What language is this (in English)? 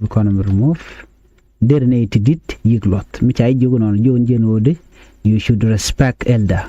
Nuer